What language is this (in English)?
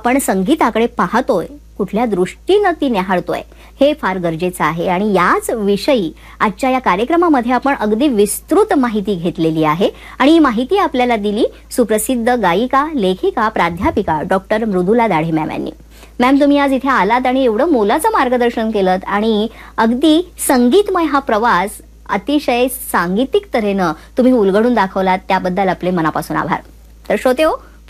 Marathi